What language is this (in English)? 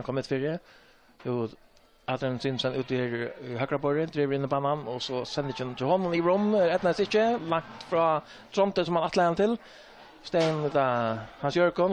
Faroese